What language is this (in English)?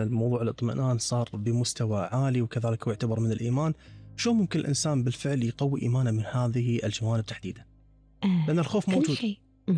Gulf Arabic